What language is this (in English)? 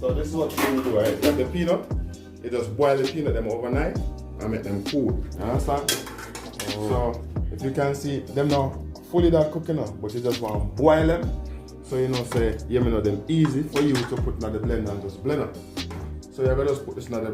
Jamaican Creole English